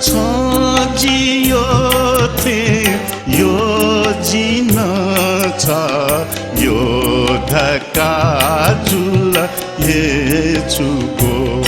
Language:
Newari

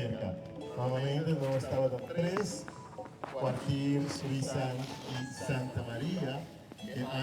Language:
Papiamento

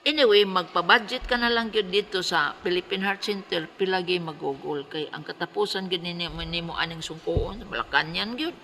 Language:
Cebuano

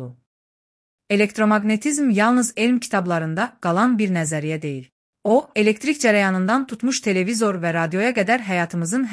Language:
Azerbaijani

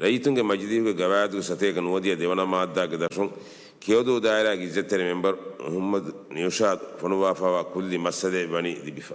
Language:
Divehi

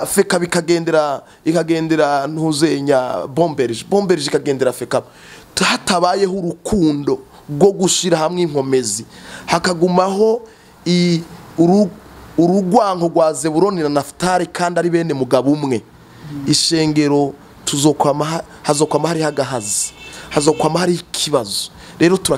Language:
Rundi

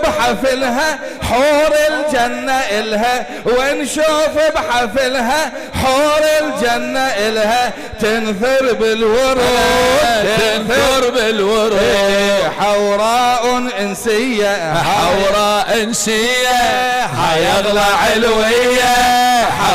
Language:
Mesopotamian Arabic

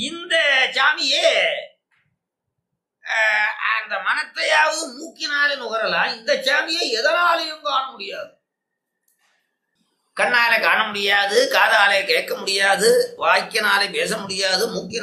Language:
Tamil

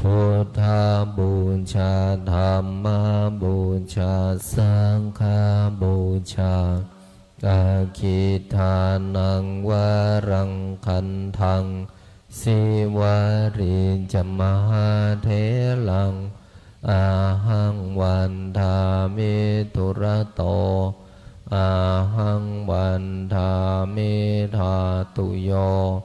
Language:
Pali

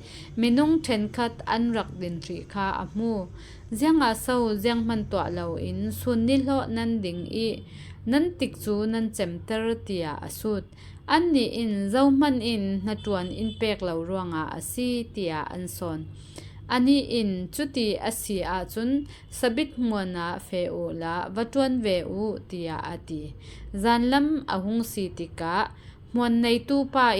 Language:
Falam Chin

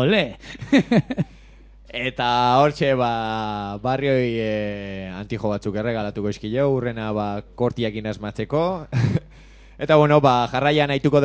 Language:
Basque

